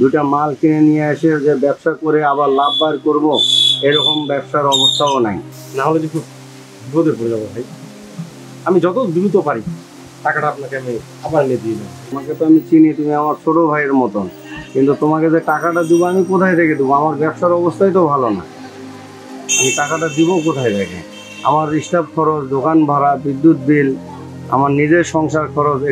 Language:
Bangla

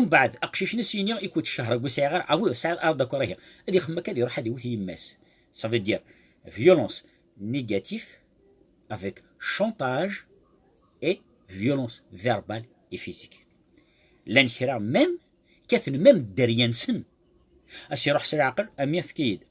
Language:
Kabyle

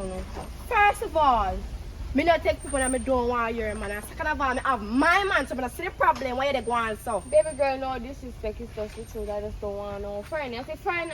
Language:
Jamaican Creole English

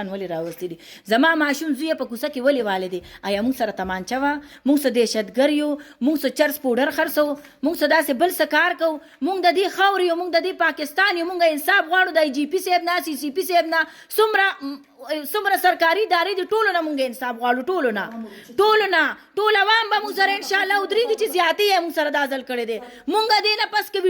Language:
Pashto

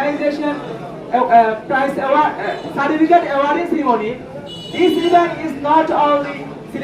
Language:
Rohingya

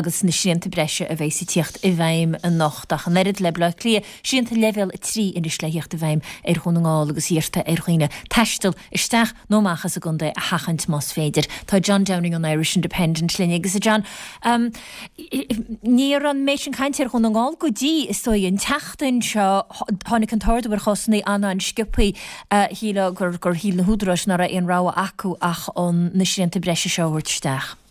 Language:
Irish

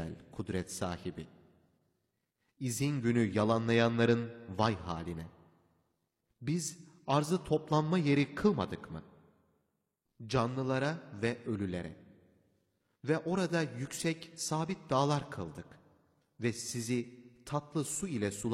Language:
Turkish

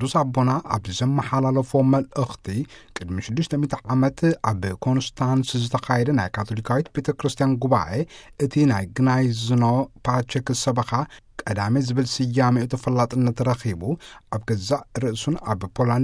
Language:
Tigrinya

